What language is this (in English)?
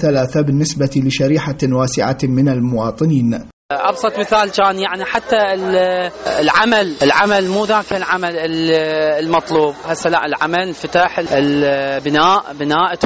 Mesopotamian Arabic